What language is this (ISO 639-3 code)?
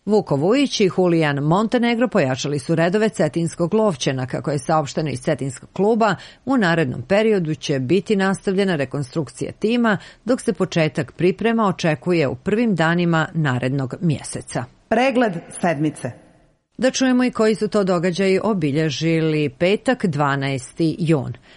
srp